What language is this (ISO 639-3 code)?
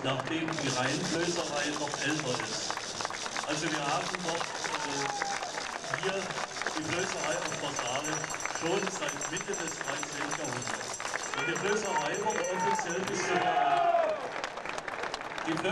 deu